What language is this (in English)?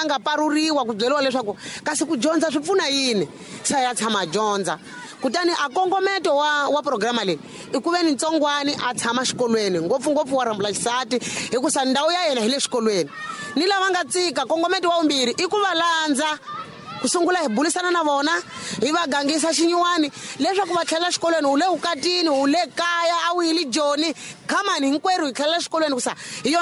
Tsonga